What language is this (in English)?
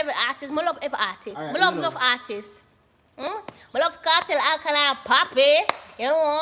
Jamaican Creole English